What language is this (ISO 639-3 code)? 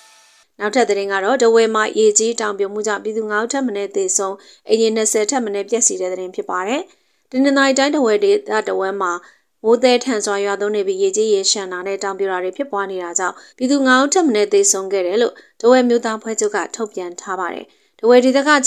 mya